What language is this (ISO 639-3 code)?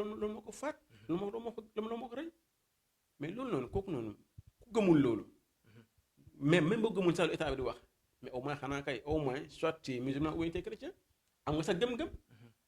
wol